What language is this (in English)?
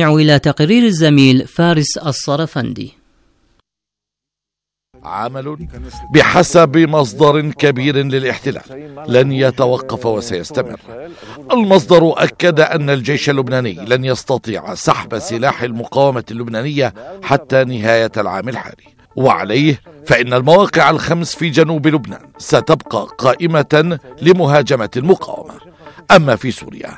Arabic